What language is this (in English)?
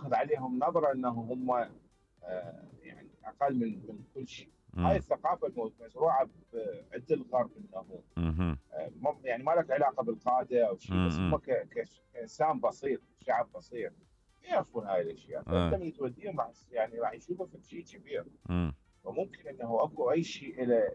Mesopotamian Arabic